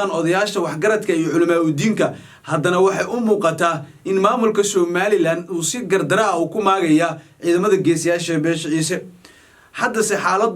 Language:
Somali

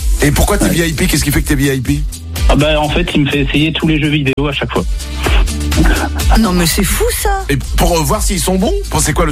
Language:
French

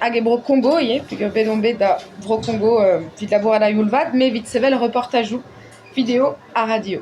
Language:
Breton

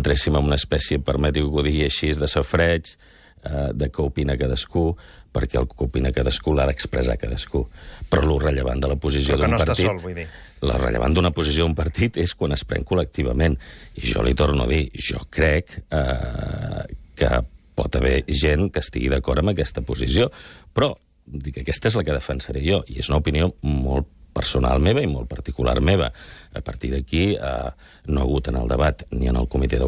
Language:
Catalan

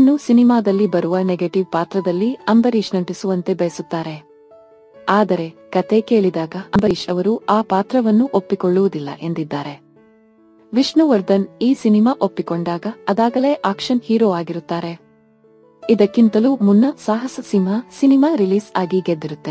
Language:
Kannada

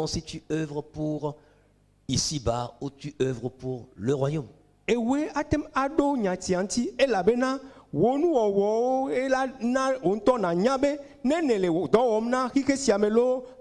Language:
Ewe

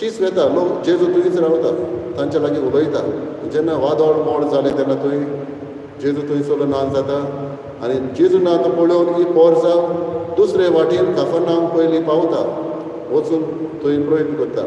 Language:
Konkani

